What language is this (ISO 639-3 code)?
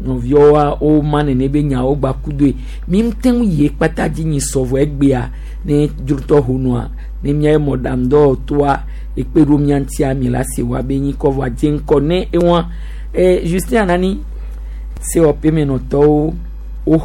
gej